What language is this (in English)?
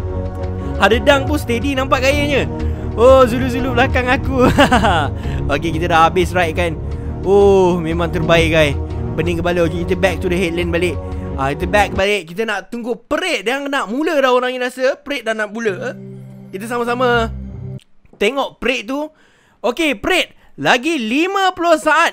Malay